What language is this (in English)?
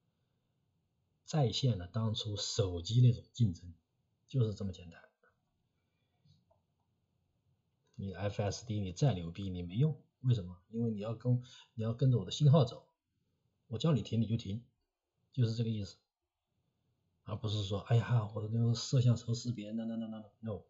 Chinese